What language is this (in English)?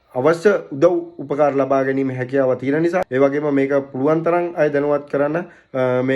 Sinhala